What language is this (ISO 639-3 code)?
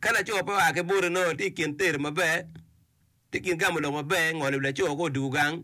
ach